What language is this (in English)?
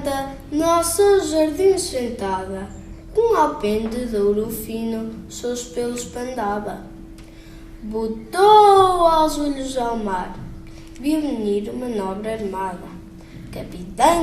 Mirandese